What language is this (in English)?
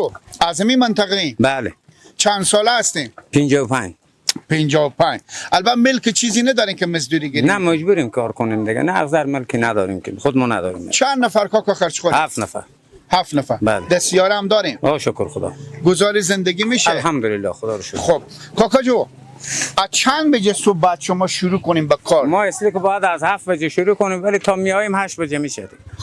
Persian